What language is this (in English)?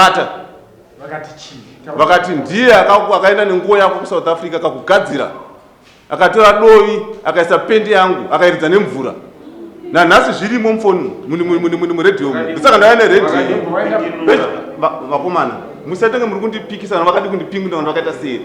Shona